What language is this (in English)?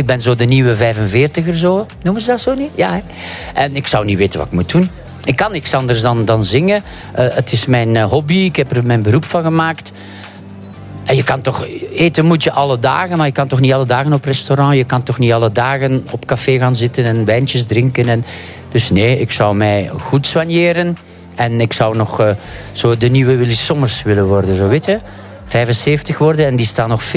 Dutch